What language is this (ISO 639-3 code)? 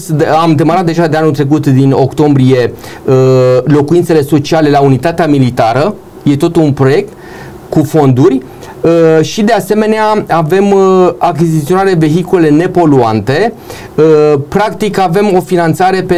ron